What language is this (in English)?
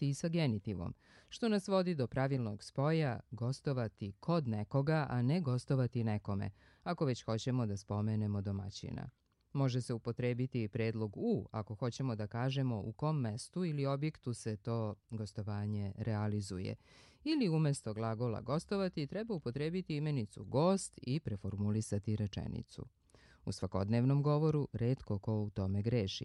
Serbian